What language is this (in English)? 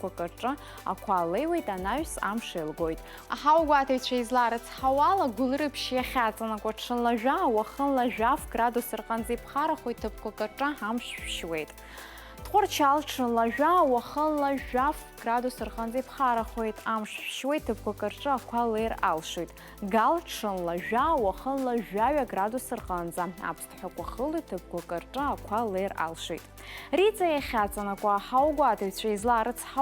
Abkhazian